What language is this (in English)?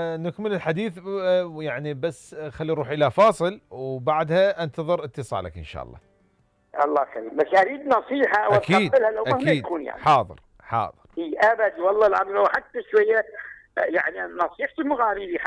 Mesopotamian Arabic